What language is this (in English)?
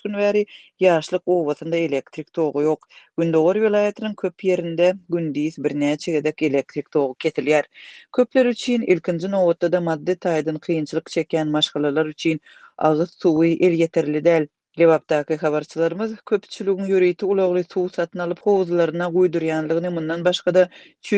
Turkmen